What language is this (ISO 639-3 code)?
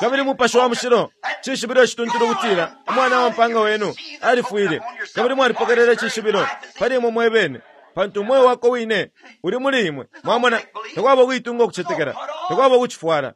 bem